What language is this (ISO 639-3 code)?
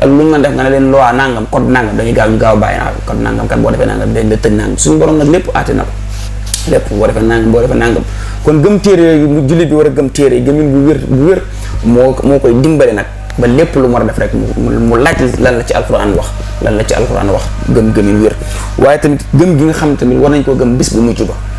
wol